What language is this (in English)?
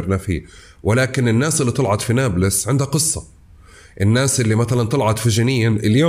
North Levantine Arabic